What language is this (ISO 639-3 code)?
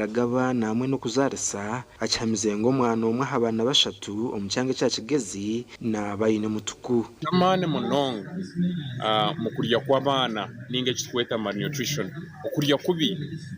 nyn